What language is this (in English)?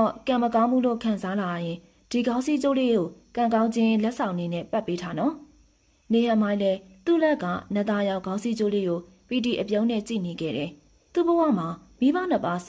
Burmese